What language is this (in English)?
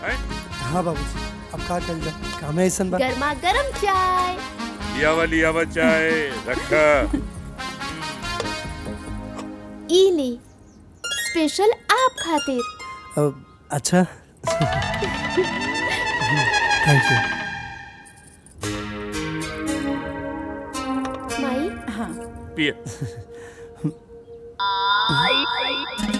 Bhojpuri